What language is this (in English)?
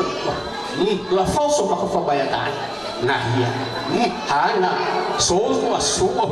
Nias